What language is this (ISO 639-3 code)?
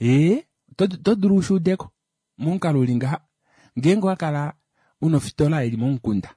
kua